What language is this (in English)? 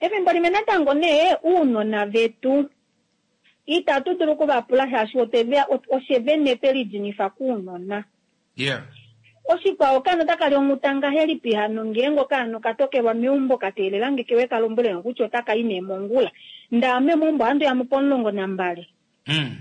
Kuanyama